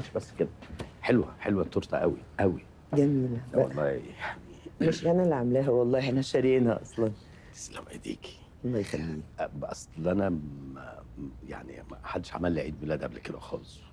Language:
Egyptian Arabic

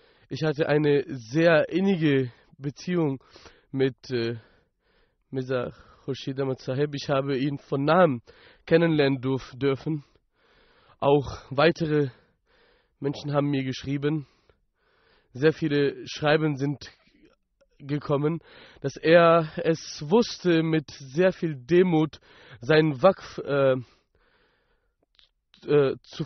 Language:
German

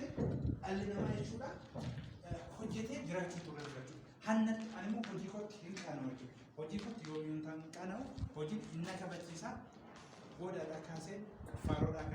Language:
Oromo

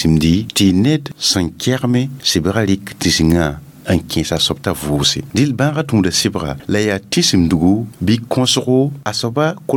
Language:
Mossi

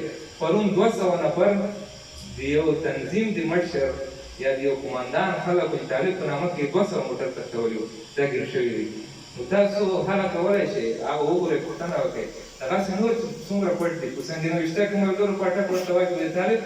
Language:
Pashto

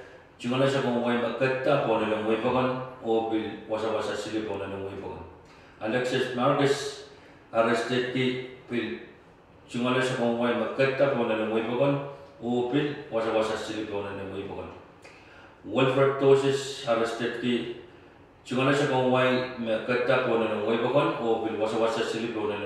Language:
Pohnpeian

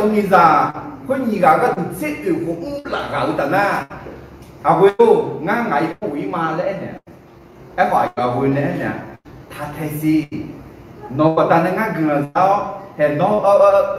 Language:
Akha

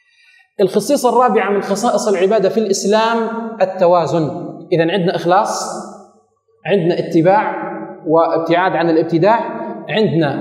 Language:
Arabic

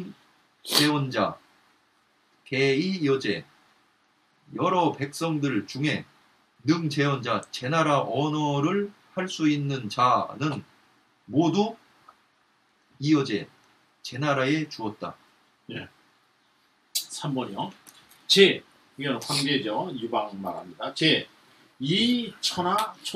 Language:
Korean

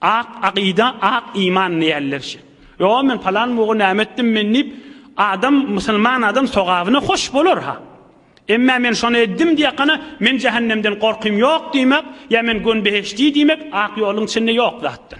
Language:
Turkmen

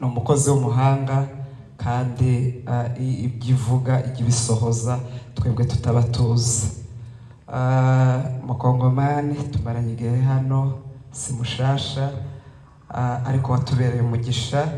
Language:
Kinyarwanda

